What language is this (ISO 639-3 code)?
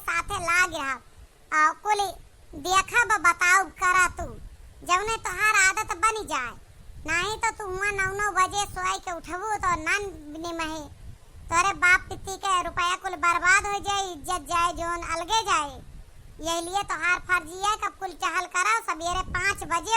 awa